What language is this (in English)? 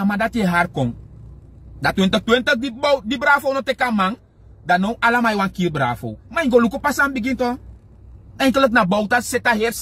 Sranan Tongo